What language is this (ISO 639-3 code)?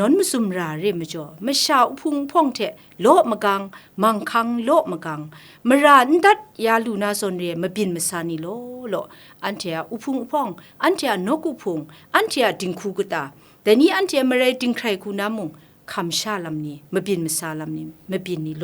kac